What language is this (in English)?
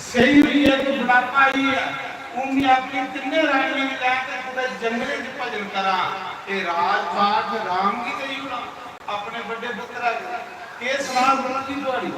Dogri